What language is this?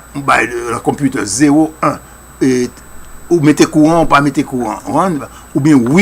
Haitian Creole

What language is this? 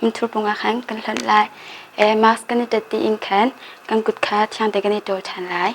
Hakha Chin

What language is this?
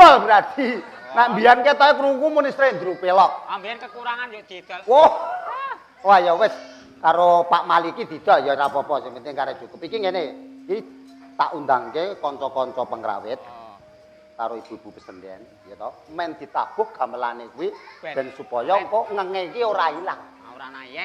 Javanese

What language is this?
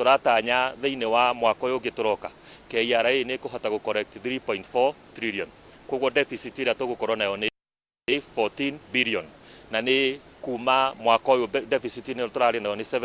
Kikuyu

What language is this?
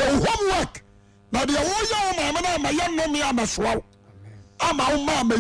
Akan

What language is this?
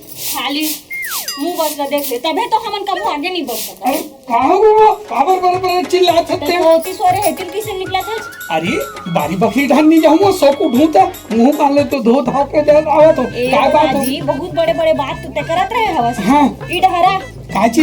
Chhattisgarhi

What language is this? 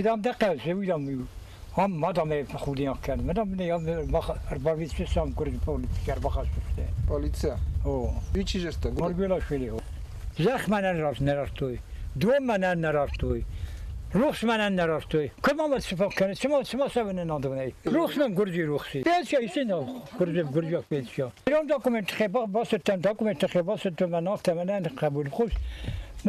Ossetic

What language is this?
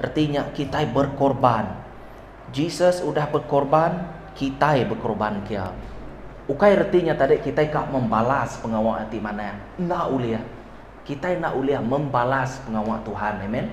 Iban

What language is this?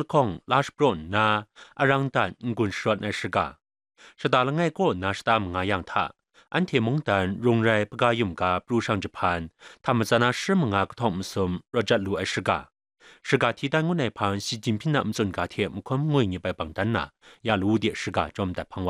Kachin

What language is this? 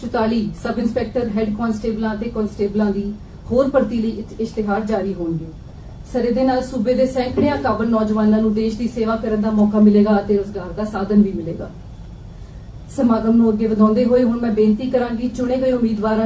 Punjabi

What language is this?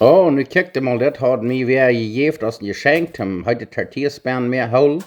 Plautdietsch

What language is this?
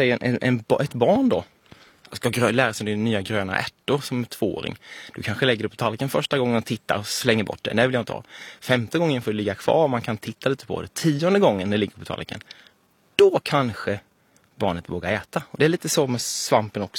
Swedish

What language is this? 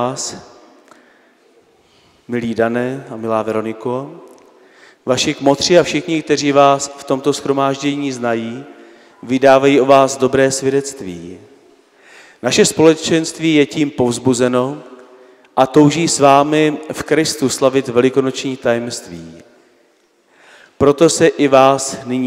Czech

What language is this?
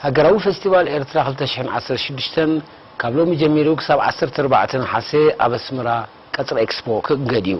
Tigrinya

